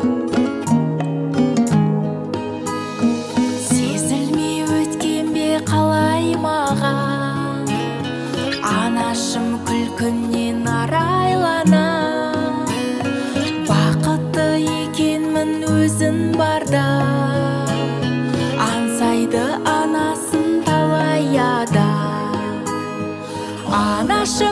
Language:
Kazakh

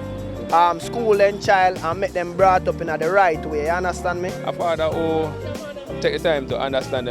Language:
Jamaican Creole English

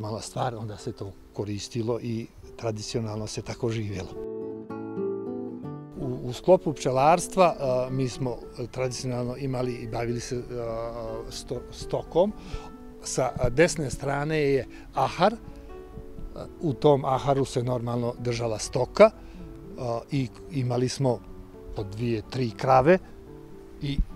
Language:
Bosnian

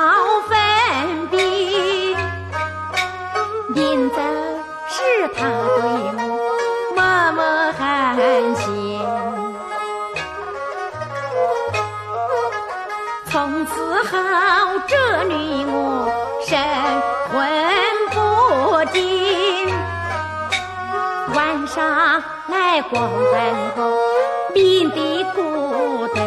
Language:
Chinese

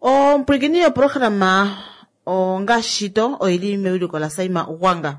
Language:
Kuanyama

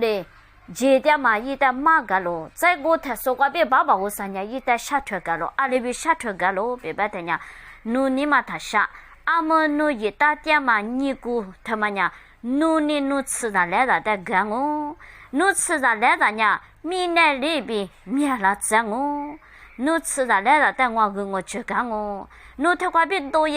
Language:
Lisu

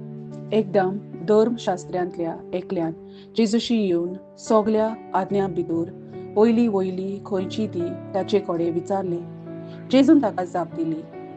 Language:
Konkani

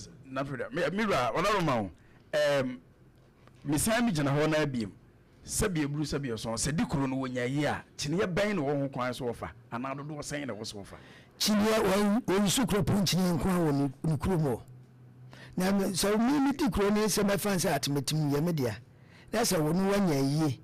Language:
Akan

